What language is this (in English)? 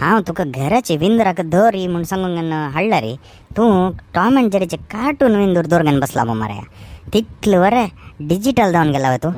Konkani